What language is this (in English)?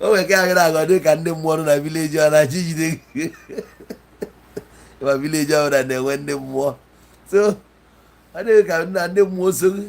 Igbo